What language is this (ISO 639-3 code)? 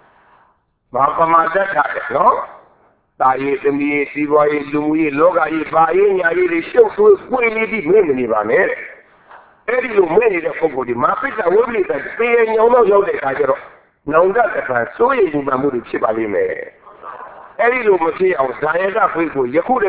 mya